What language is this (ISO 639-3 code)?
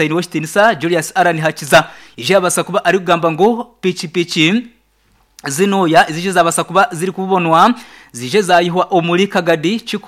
nyn